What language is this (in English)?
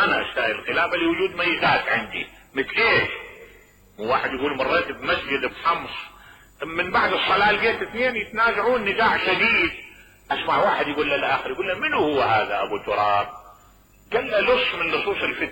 Mesopotamian Arabic